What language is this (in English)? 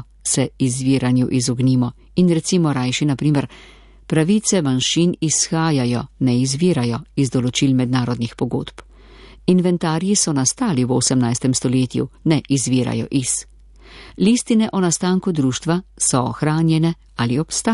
Slovenian